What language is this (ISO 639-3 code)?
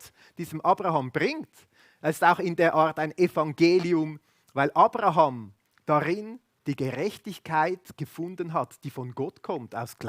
gsw